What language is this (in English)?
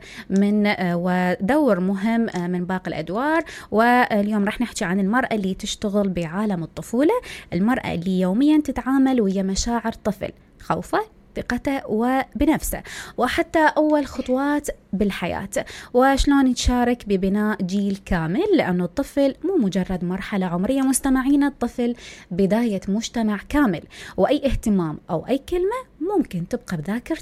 Mesopotamian Arabic